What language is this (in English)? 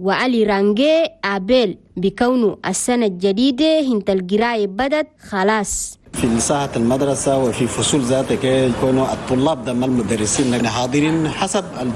Chadian Arabic